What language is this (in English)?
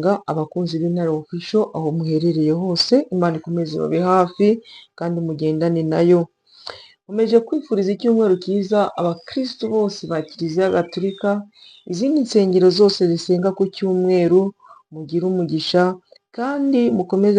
Kinyarwanda